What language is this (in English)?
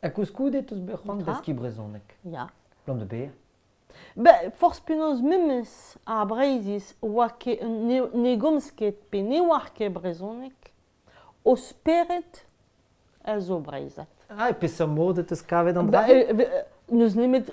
Breton